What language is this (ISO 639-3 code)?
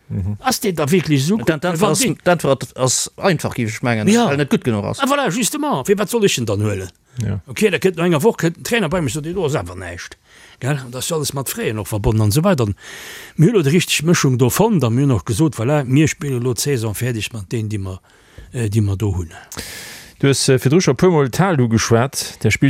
ltz